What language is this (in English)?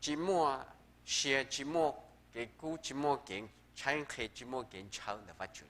Hmong